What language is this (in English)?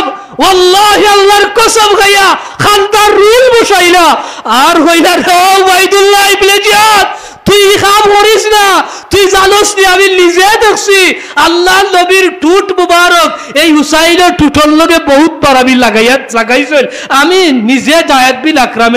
Sylheti